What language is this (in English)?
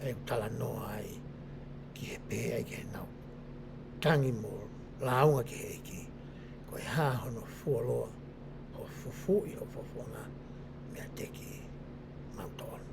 Tongan